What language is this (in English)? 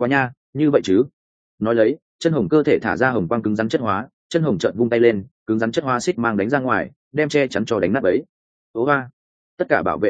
Vietnamese